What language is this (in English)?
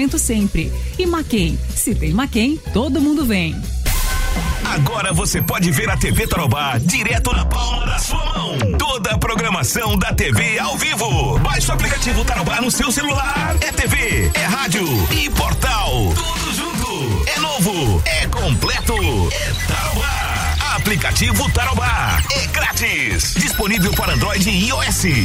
Portuguese